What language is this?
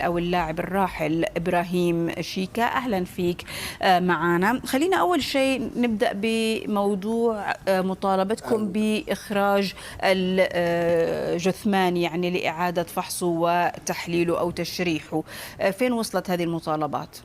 Egyptian Arabic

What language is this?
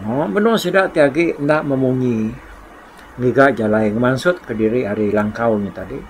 Iban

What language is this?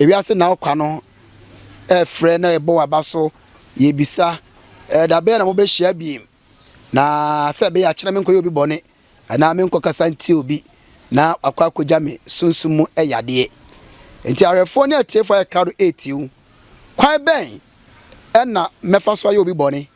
Akan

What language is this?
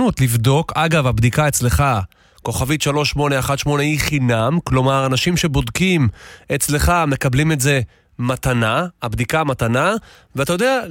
Hebrew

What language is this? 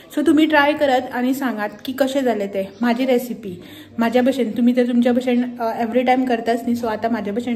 Konkani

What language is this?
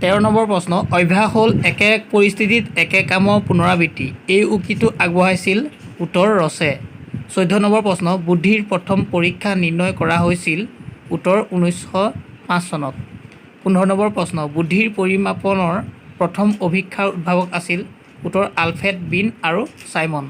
Assamese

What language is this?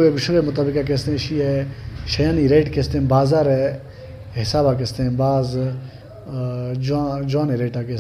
Baluchi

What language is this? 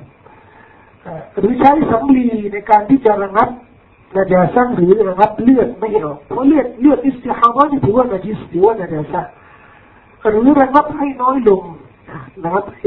Thai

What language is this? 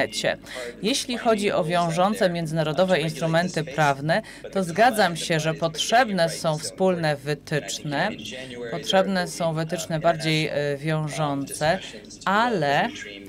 Polish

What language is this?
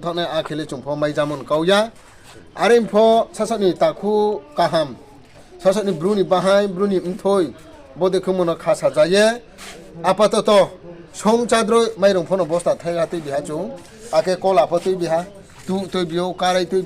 Riang (India)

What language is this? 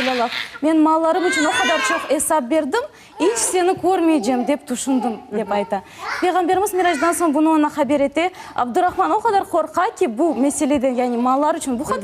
Crimean Tatar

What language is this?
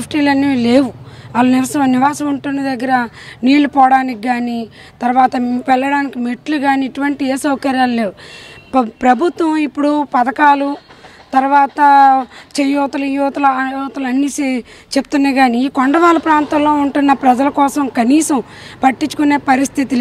Telugu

